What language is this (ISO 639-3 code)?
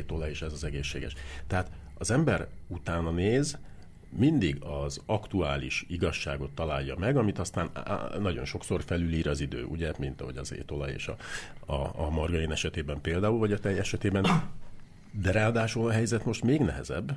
hun